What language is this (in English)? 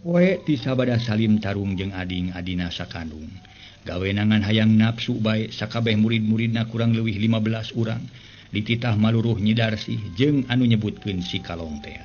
Sundanese